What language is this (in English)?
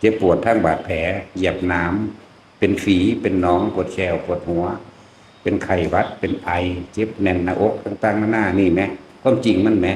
Northeastern Thai